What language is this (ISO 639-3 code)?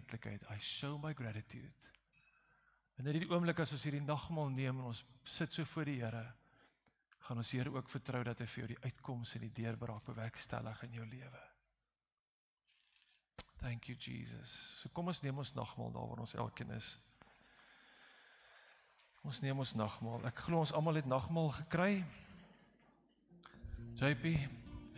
afr